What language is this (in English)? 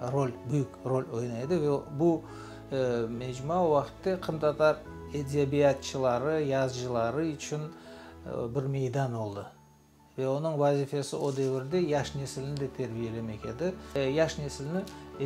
Crimean Tatar